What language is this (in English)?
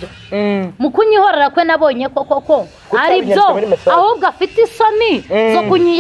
Kinyarwanda